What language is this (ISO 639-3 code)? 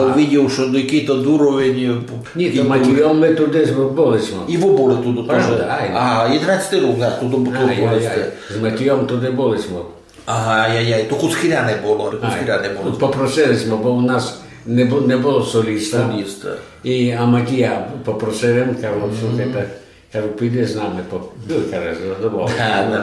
rue